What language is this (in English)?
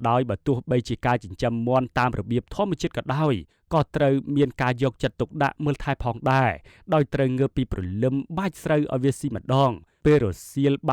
Khmer